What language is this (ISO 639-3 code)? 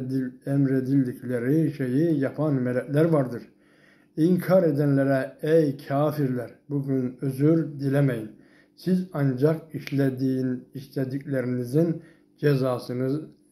tur